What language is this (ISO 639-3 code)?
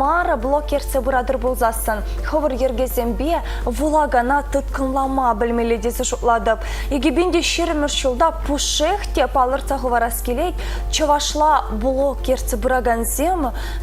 chv